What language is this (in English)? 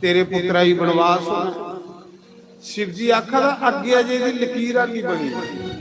Dogri